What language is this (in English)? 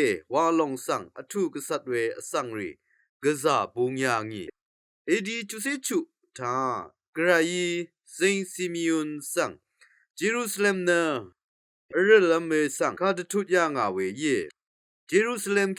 Rawang